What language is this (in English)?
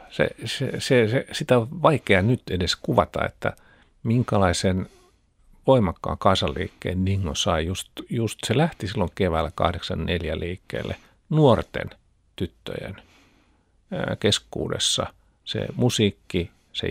Finnish